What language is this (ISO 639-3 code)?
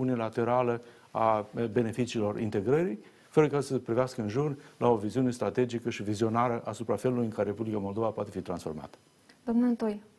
ron